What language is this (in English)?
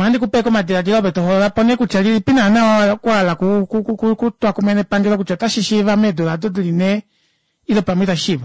Kuanyama